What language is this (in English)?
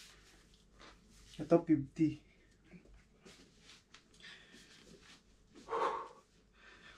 Filipino